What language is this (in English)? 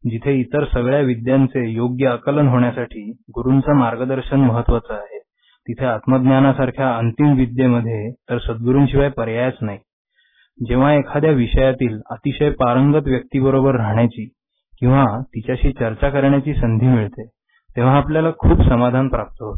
Marathi